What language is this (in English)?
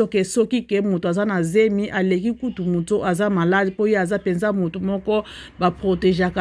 Lingala